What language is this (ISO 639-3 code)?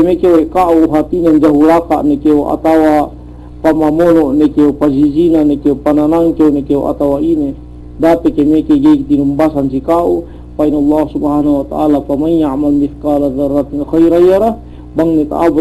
yka